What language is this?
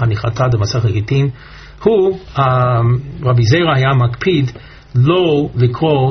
Hebrew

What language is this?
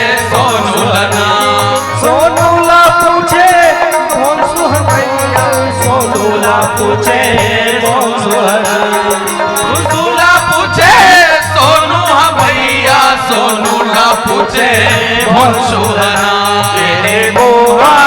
Chhattisgarhi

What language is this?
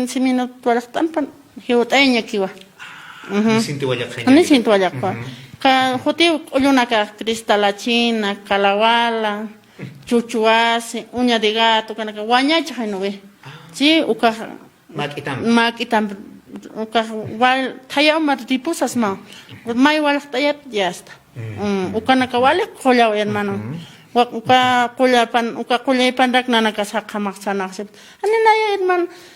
Aymara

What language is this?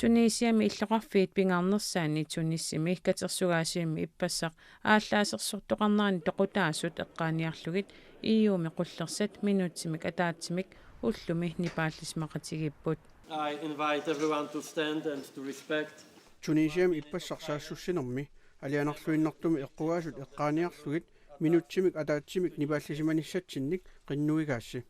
Kalaallisut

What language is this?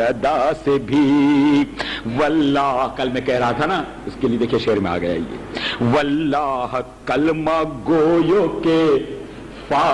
Urdu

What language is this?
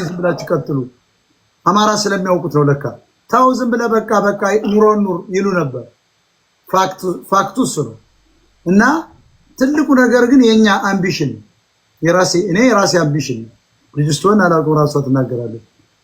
Amharic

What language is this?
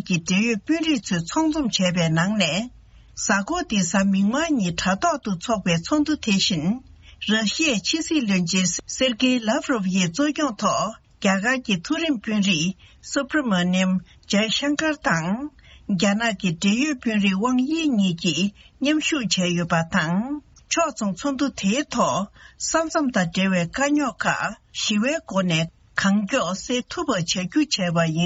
Tibetan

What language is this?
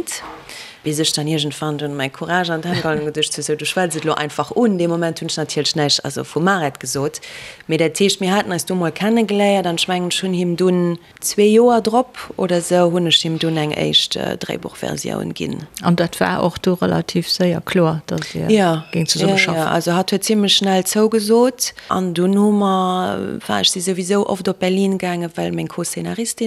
Luxembourgish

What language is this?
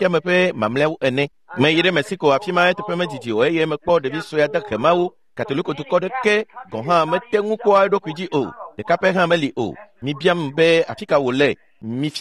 Ewe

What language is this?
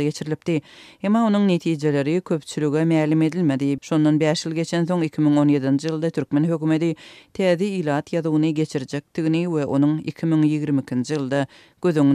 Turkmen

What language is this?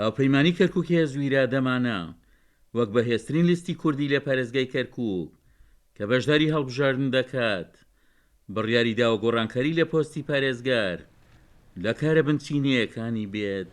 Central Kurdish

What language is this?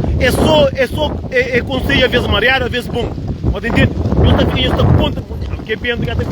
Kabuverdianu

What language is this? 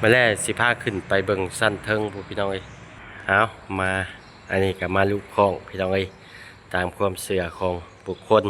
Lao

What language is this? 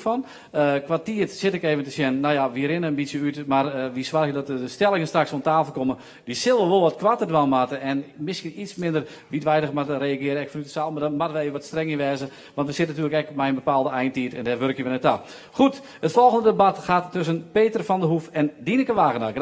Western Frisian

